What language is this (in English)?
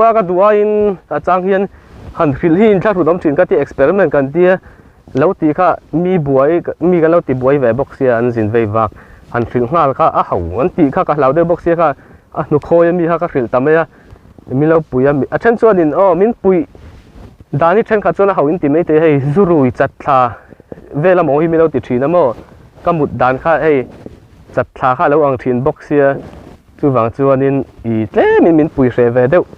Mizo